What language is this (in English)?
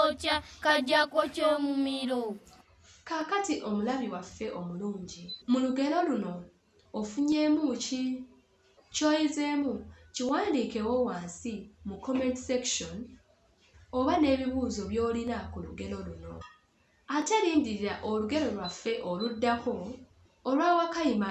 Ganda